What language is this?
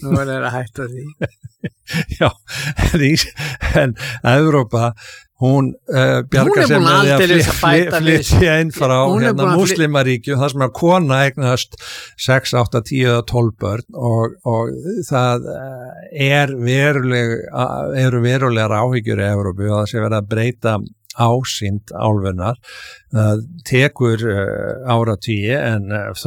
Icelandic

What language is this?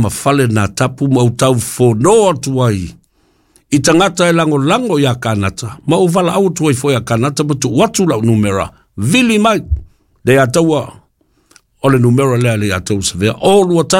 Samoan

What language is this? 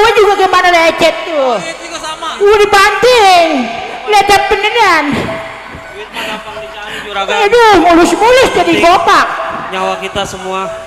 Betawi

